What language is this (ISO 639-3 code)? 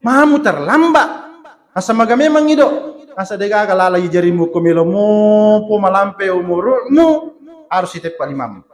bug